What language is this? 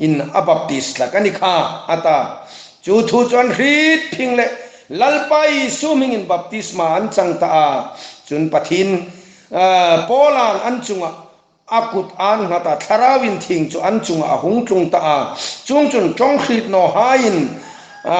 Hmar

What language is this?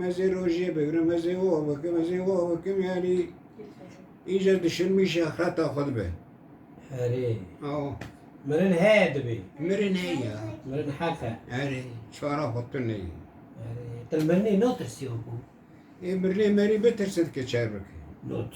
Kurdish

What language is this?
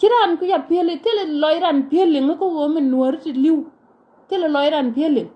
Nuer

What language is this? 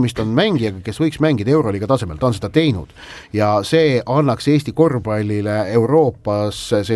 Estonian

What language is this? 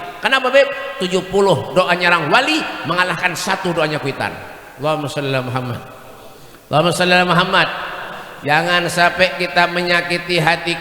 Banjar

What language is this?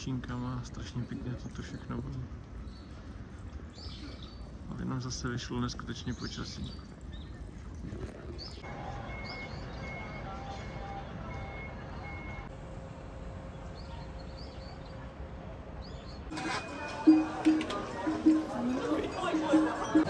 Czech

